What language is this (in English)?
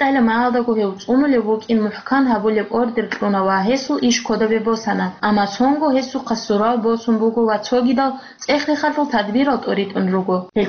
Avaric